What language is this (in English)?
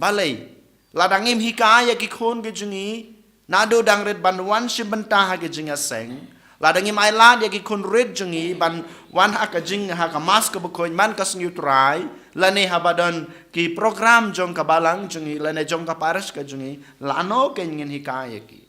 Khasi